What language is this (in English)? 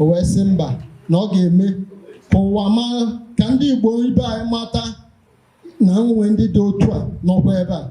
Igbo